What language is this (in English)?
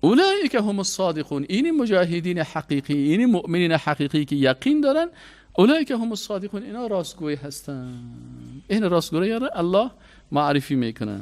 Persian